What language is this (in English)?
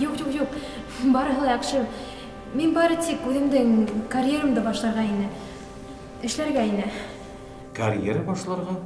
Bashkir